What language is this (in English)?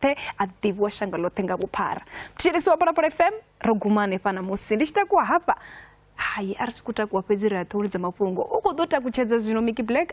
Venda